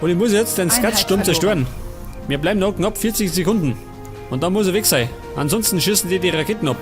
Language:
Bavarian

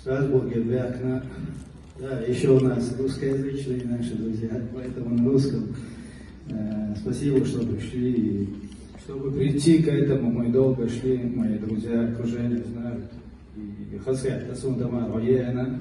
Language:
Chechen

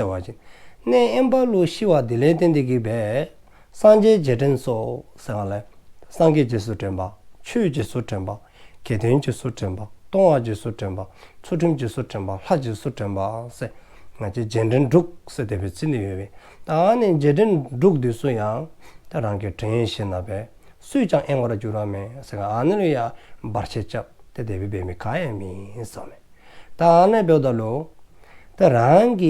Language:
Dzongkha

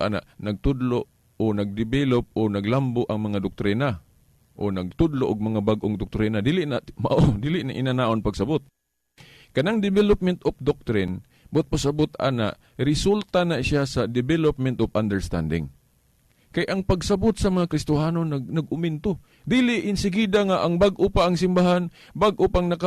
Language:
Cebuano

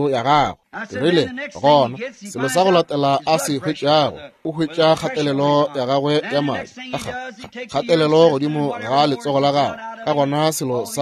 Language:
Northern Sotho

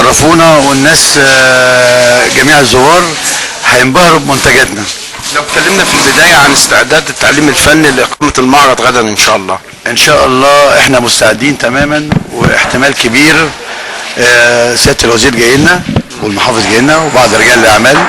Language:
Egyptian Arabic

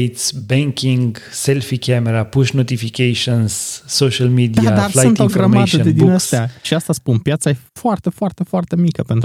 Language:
Romanian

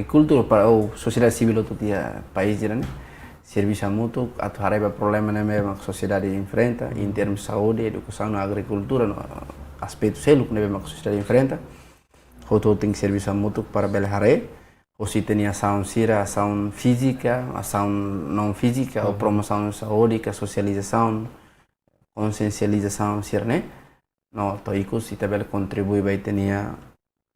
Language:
Tetum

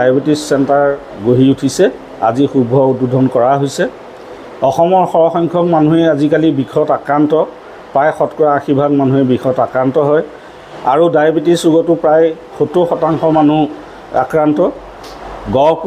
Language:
Assamese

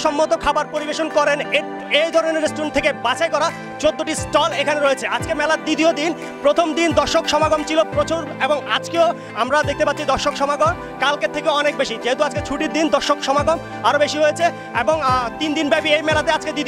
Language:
Bangla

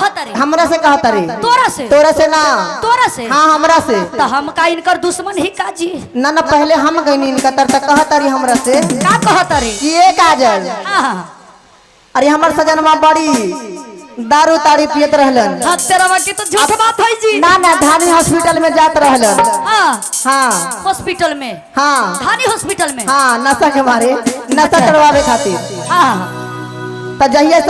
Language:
Magahi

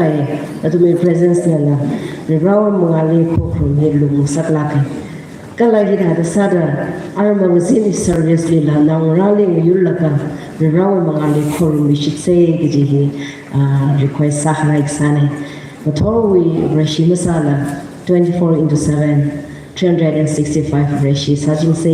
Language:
Tangkhul Naga (India)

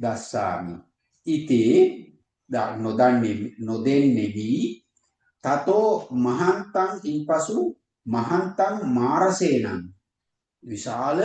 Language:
Sinhala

